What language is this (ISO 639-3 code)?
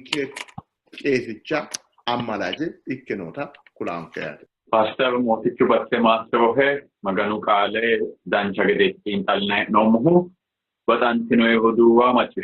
sid